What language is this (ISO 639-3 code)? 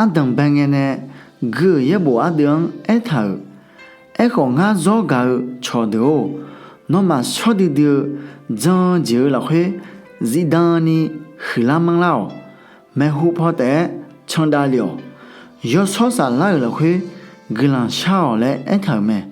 ahk